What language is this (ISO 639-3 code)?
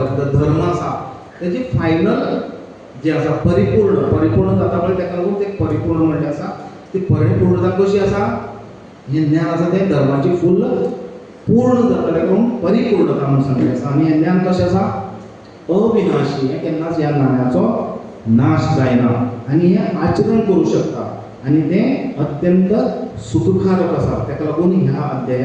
kok